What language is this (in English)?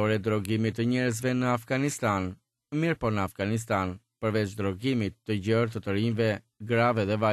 Albanian